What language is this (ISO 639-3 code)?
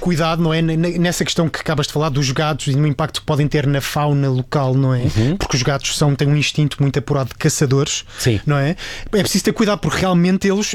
por